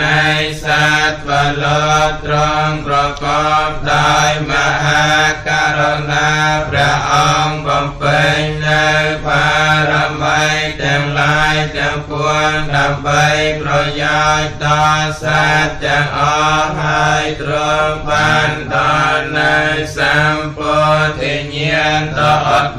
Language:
Khmer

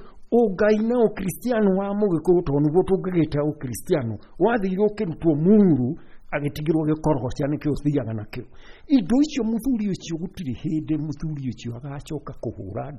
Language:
Kikuyu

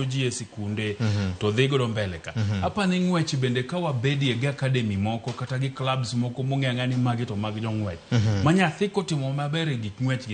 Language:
Luo (Kenya and Tanzania)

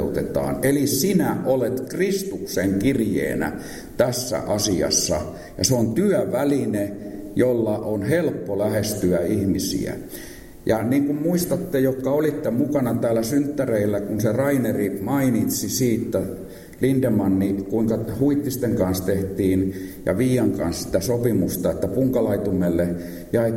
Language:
Finnish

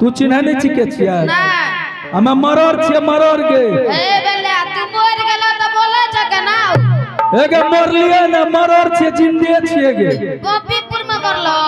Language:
Angika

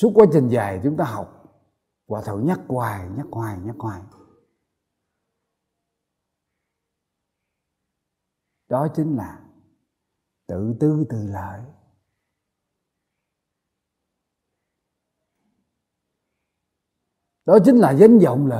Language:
Vietnamese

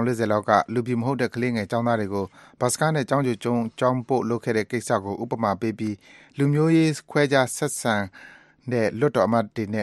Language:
Burmese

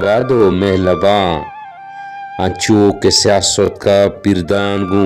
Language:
Baluchi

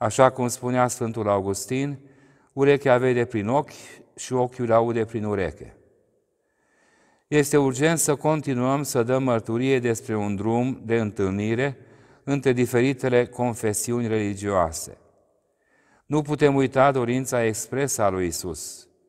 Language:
Romanian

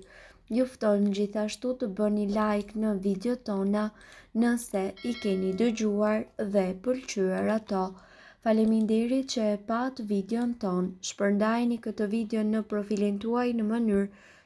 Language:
Albanian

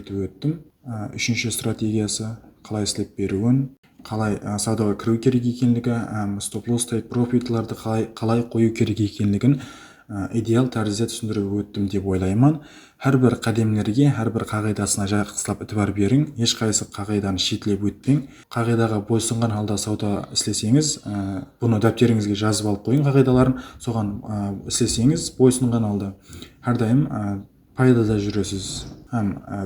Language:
Kara-Kalpak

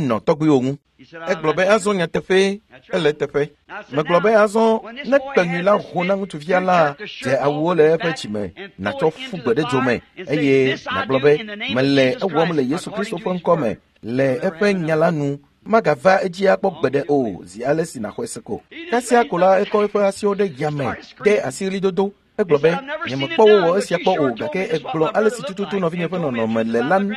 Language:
Ewe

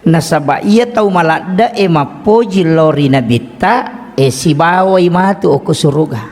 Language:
Buginese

